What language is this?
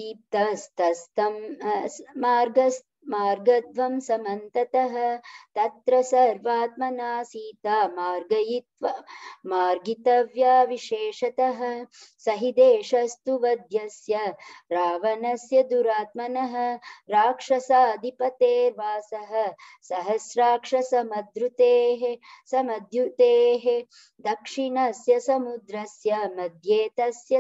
Sanskrit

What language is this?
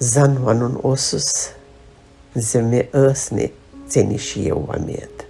Kashmiri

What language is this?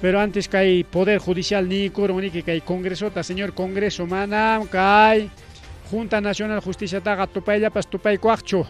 Ayacucho Quechua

